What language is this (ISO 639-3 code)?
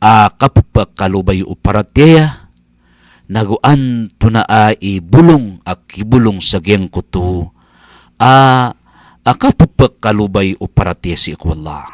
mrw